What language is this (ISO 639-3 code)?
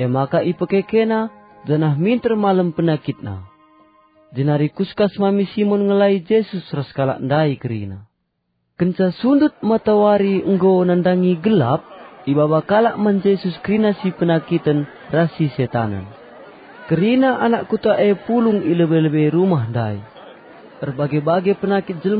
btx